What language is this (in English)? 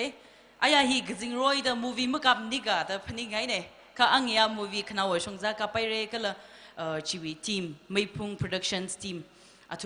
Tangkhul Naga (India)